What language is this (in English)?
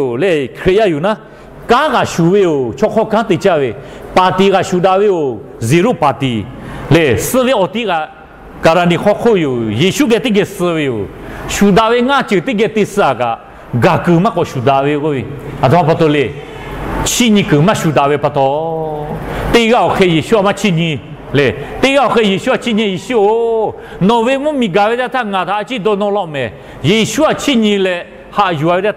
Lahu